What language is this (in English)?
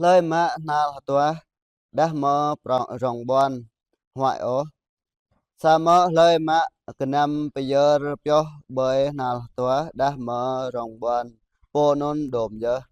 Jarai